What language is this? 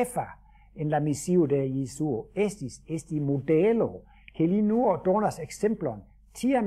Esperanto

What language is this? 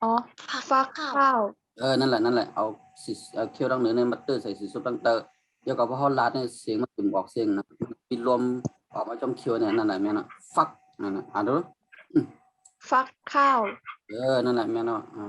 Shan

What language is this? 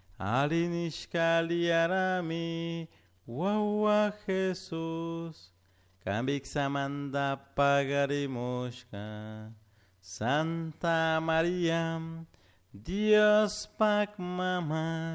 Chimborazo Highland Quichua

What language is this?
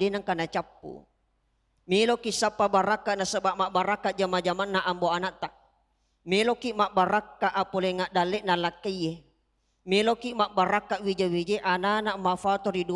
Buginese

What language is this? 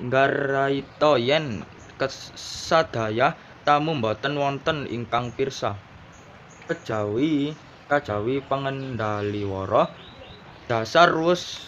Javanese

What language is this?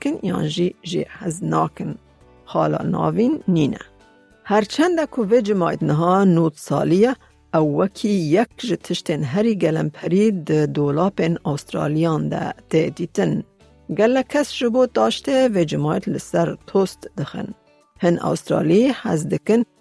Kurdish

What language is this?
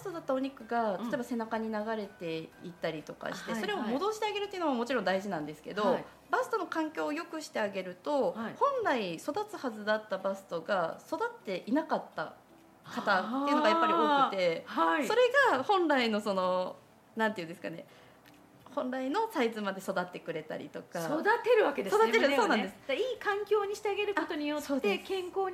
Japanese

